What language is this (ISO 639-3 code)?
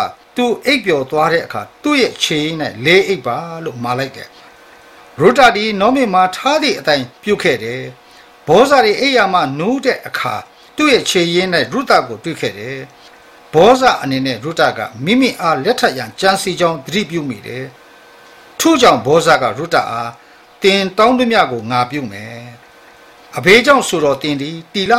mya